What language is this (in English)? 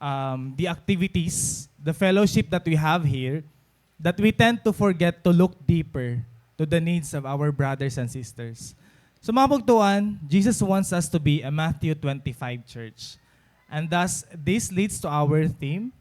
Waray